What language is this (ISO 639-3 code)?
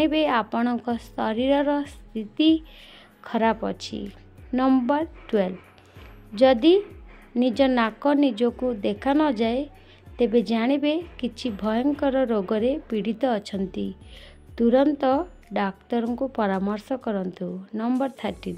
ori